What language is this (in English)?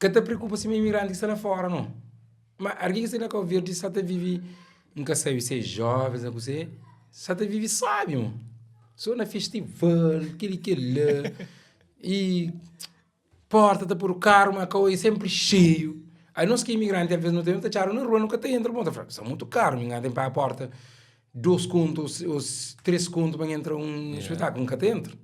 Kabuverdianu